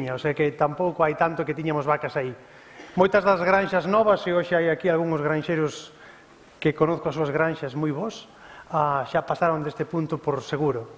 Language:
Galician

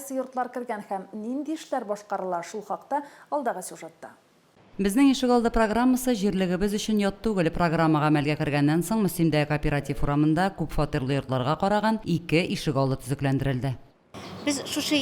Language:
Tatar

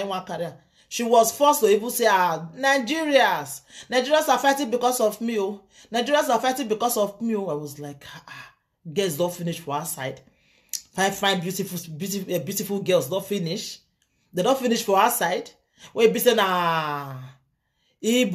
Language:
Nigerian Pidgin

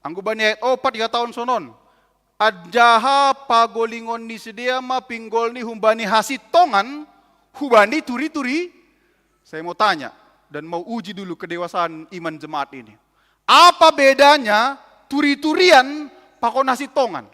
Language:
Batak Simalungun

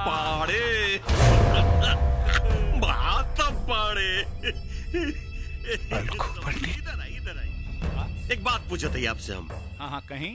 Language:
Bhojpuri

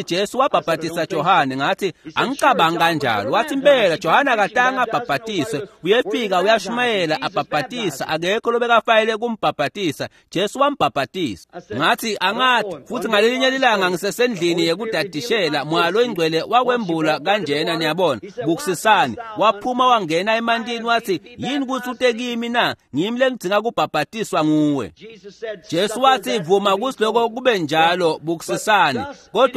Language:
Swati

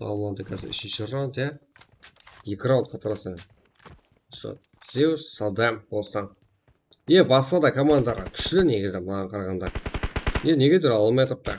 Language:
Kara-Kalpak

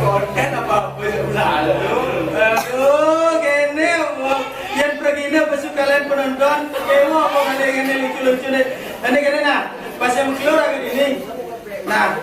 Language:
Balinese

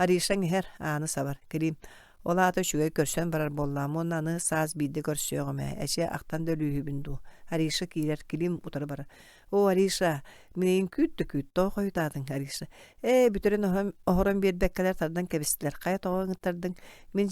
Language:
Yakut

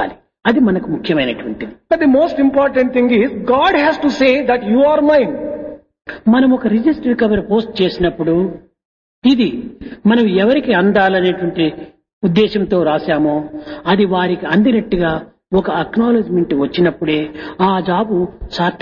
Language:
Telugu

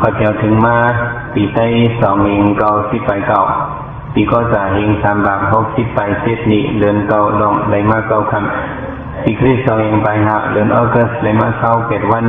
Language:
Shan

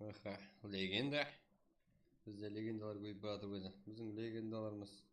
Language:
Kara-Kalpak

